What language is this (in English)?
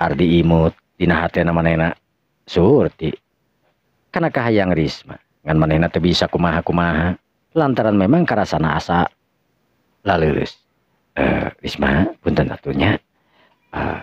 Sundanese